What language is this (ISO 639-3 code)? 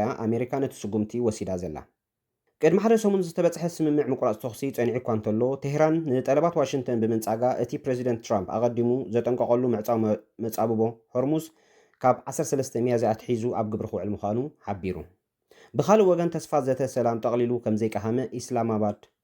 tir